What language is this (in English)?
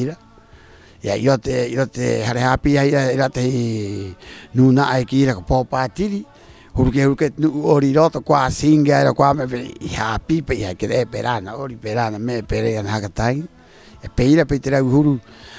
Rapanui